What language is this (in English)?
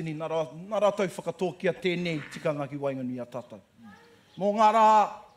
Māori